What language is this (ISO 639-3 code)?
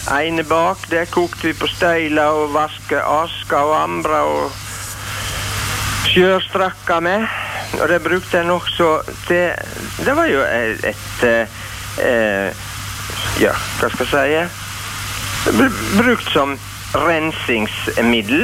nor